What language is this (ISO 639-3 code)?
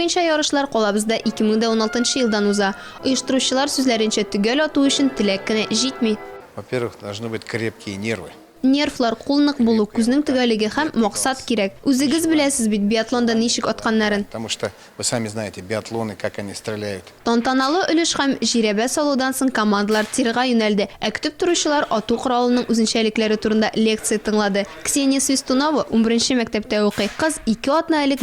tat